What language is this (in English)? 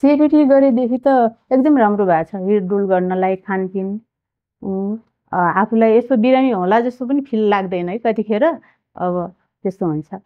Nepali